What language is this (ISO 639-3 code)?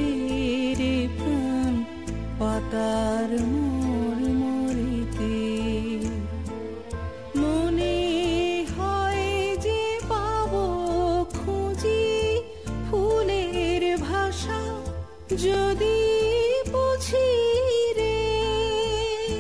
ben